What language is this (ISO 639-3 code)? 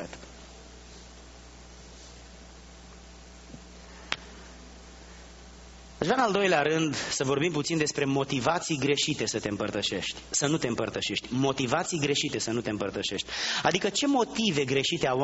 ron